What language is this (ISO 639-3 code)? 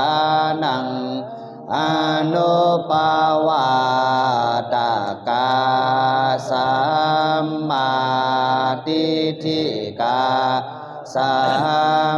pli